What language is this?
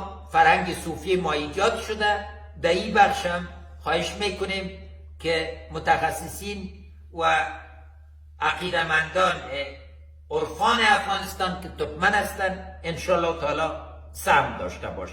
Persian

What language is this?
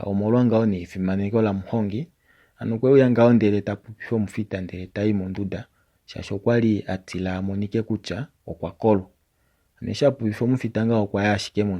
Kuanyama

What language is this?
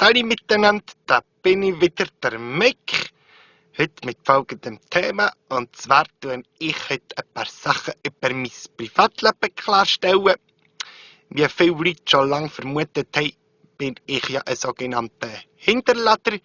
Swiss German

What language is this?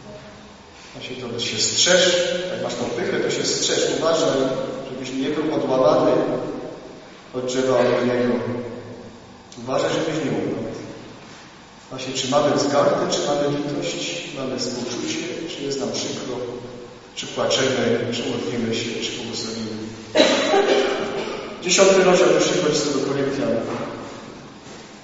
Polish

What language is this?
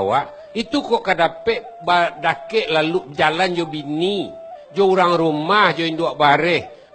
Minangkabau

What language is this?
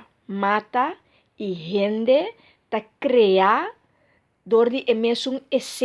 Papiamento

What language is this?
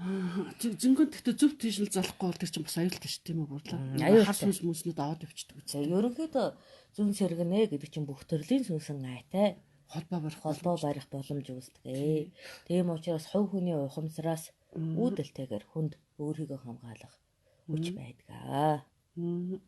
Mongolian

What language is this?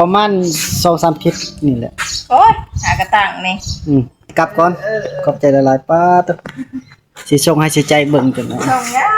Northeastern Thai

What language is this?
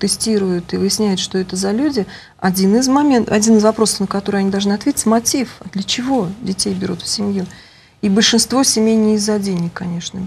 Russian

